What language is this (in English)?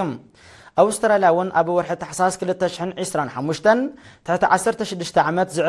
Tigrinya